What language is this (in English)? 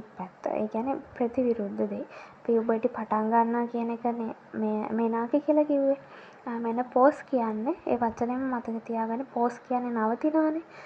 Sinhala